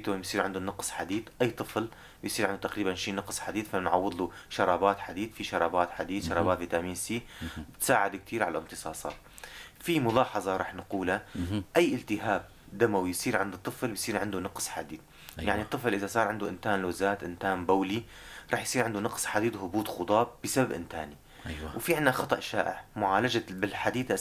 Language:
North Levantine Arabic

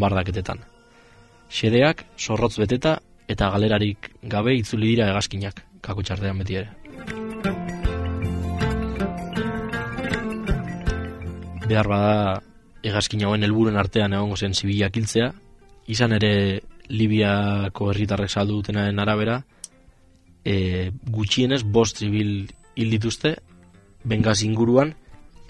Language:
Basque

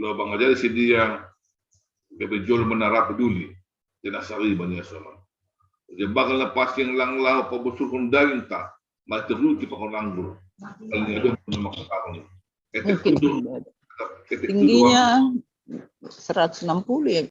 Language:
Batak Simalungun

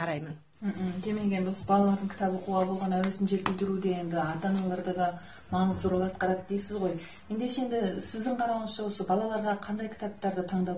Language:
Kazakh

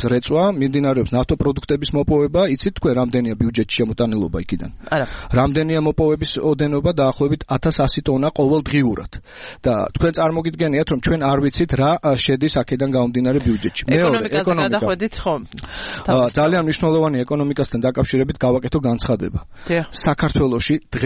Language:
Georgian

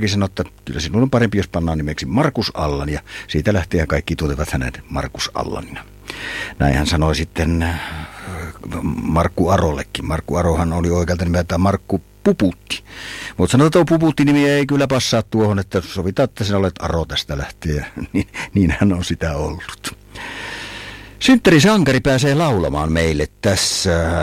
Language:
Finnish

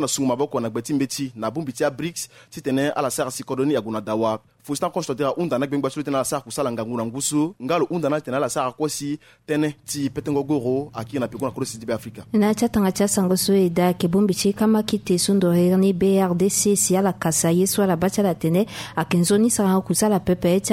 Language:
Sango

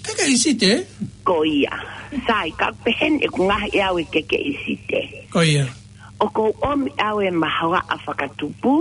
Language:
Tongan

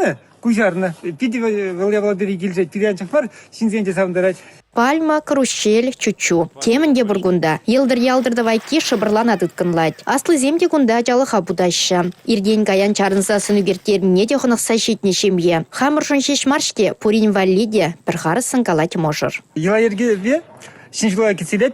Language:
Chuvash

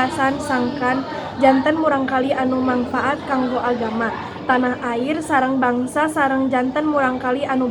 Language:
Sundanese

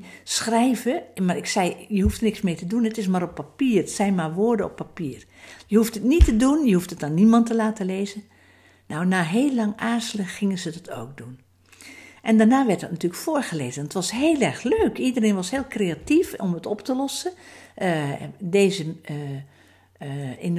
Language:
Dutch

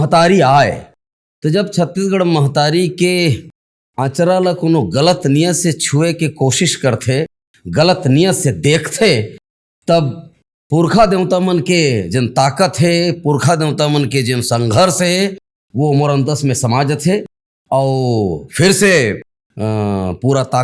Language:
Chhattisgarhi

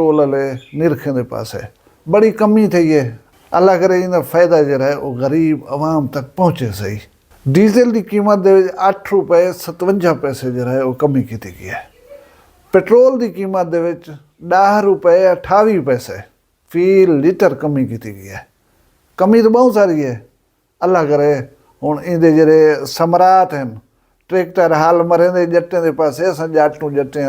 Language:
Saraiki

